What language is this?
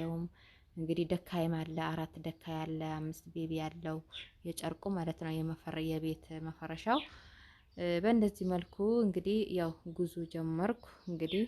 Amharic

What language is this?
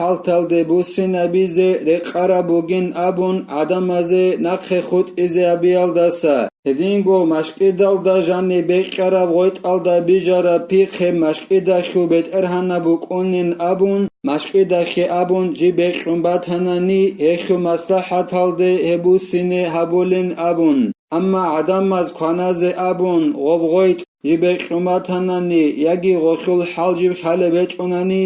Avaric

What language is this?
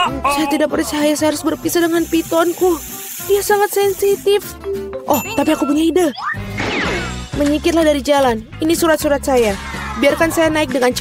Indonesian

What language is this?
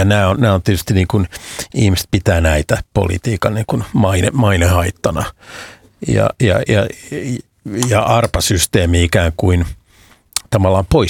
Finnish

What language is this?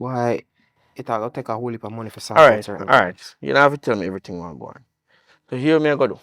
Jamaican Creole English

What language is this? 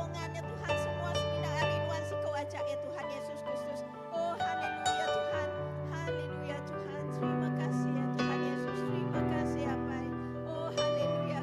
Iban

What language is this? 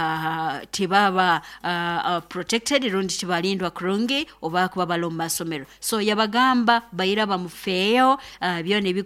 Nyoro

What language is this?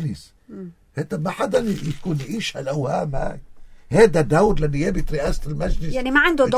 North Levantine Arabic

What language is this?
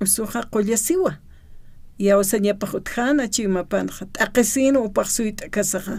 Aymara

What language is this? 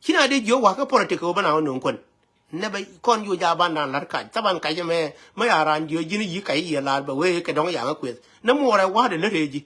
Nuer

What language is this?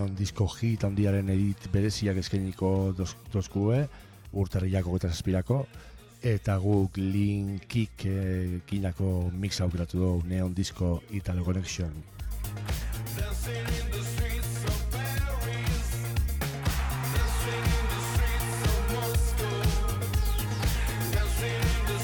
Basque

